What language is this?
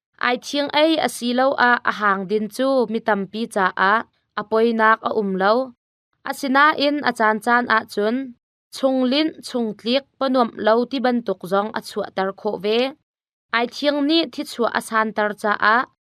Hakha Chin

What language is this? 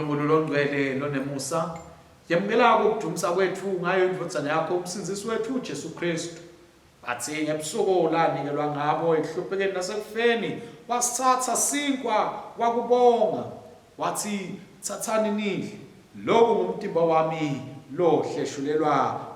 Swati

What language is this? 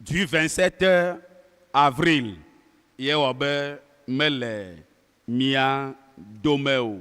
Ewe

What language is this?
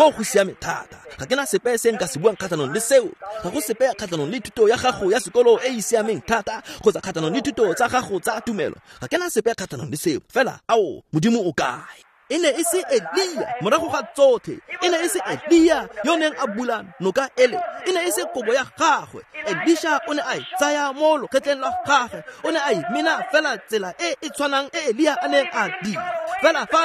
Tswana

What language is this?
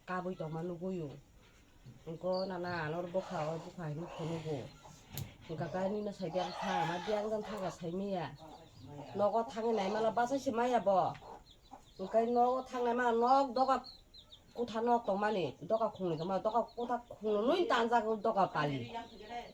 Kok Borok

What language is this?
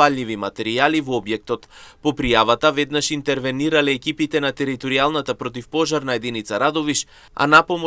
Macedonian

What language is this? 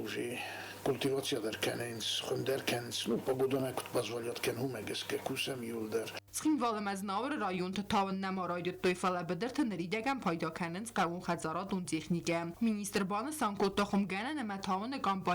Ossetic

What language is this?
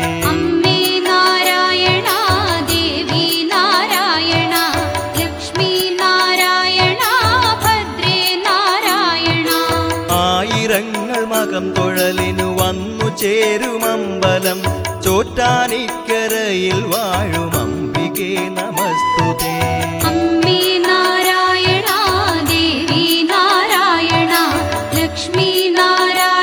Malayalam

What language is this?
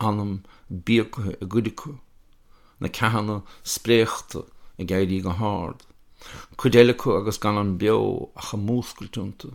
Irish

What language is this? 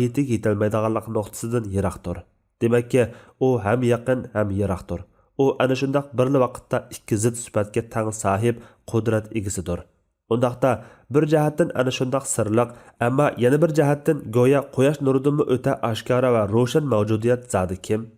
Uyghur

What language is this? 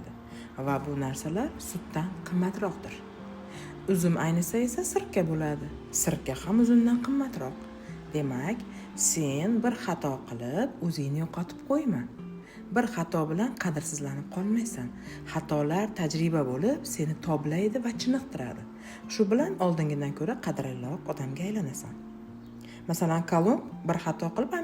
Uzbek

